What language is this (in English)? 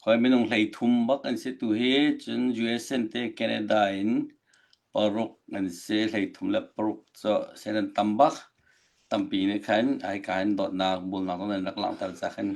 Hakha Chin